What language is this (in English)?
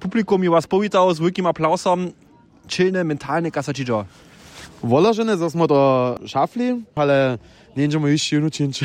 Upper Sorbian